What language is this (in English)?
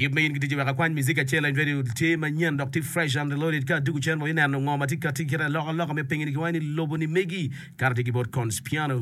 Acoli